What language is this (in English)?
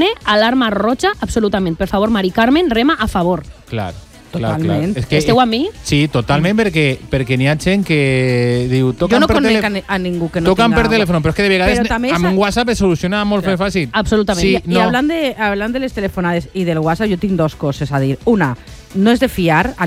Catalan